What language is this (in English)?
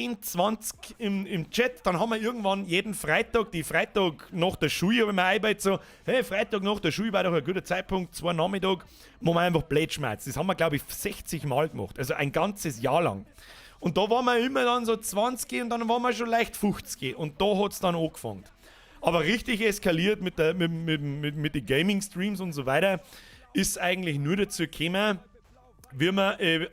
Bavarian